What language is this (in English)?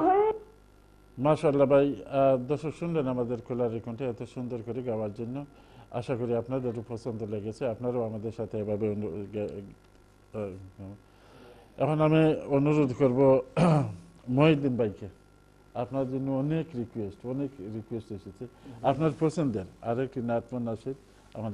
Bangla